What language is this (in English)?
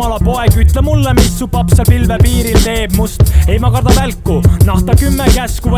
Estonian